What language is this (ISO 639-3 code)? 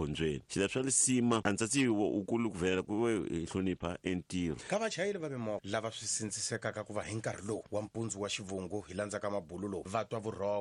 tso